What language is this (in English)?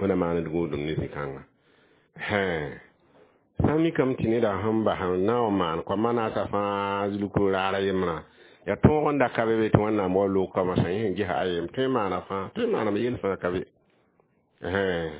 Mossi